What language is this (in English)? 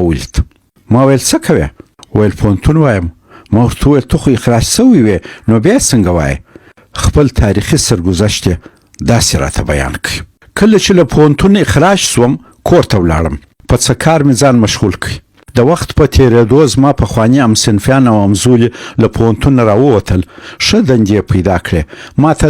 Pashto